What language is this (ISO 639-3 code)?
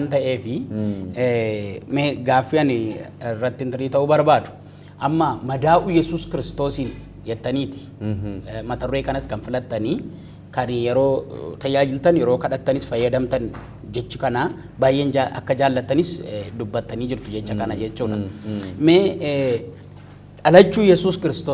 orm